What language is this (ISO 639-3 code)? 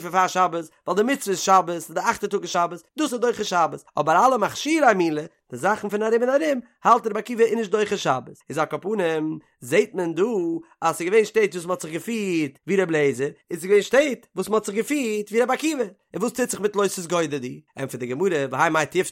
yid